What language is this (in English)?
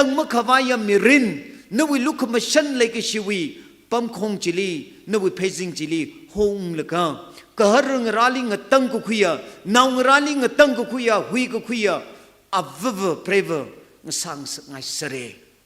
Tangkhul Naga (India)